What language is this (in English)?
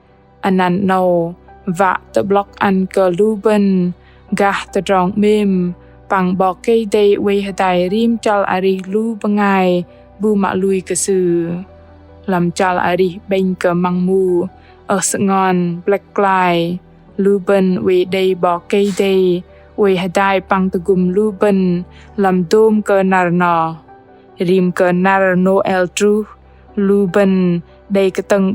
Bahnar